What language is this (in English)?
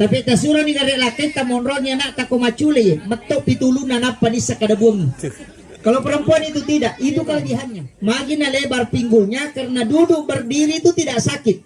Buginese